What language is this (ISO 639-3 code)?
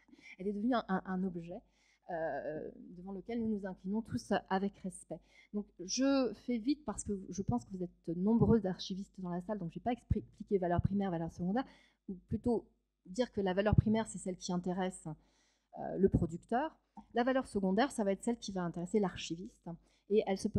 fra